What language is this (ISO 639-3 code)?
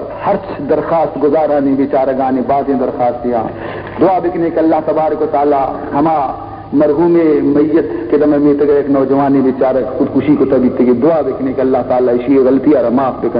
bal